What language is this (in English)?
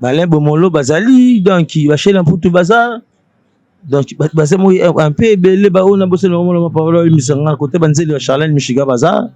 Lingala